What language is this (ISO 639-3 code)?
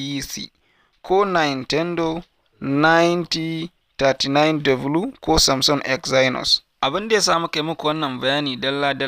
hau